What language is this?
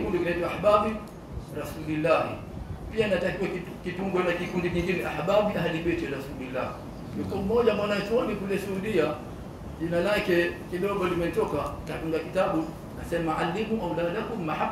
Swahili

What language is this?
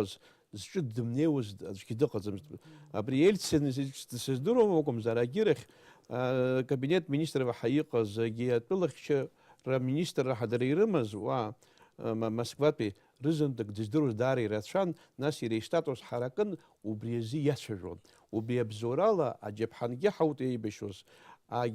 Abkhazian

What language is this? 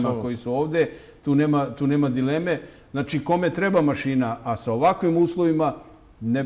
Serbian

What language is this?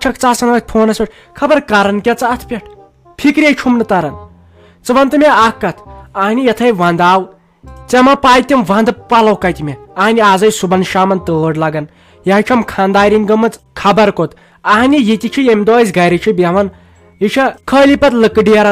Kashmiri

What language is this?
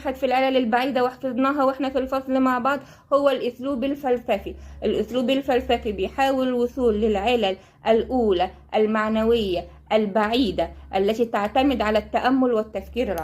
Egyptian Arabic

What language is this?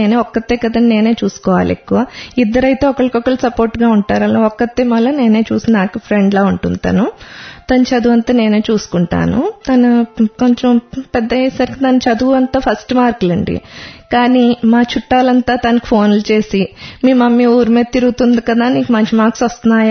Telugu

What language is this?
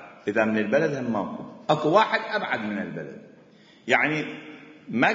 Mesopotamian Arabic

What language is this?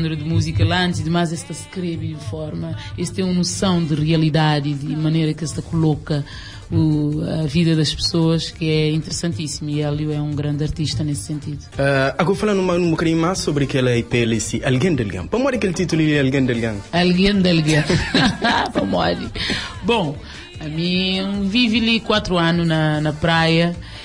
Kabuverdianu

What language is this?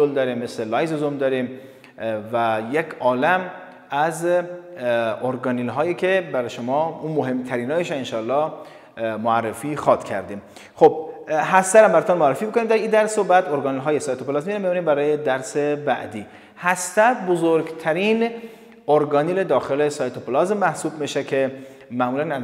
Persian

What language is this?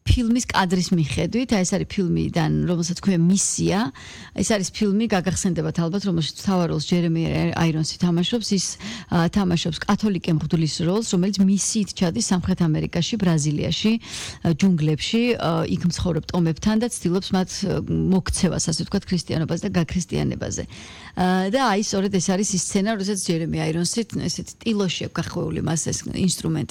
Georgian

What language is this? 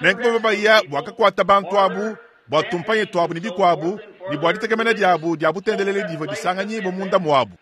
Luba-Lulua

